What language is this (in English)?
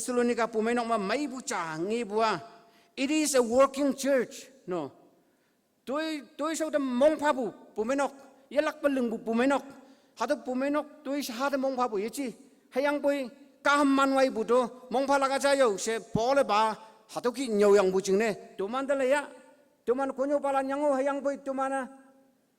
Konyak Naga